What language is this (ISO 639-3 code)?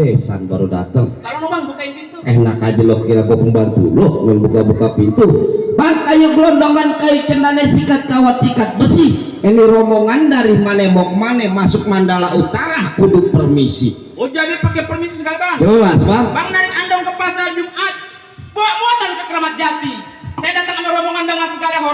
bew